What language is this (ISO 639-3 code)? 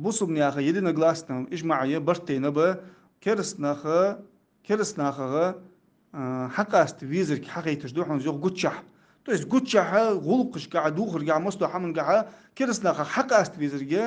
inh